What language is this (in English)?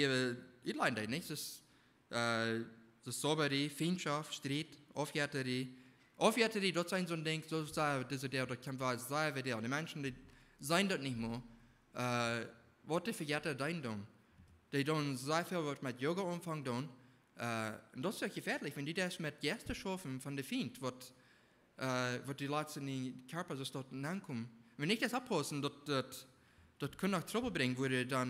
Plautdietsch